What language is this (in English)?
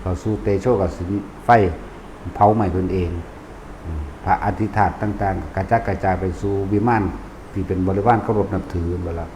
Northeastern Thai